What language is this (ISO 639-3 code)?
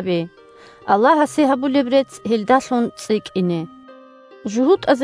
ava